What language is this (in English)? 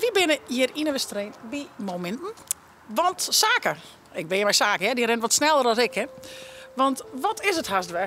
Western Frisian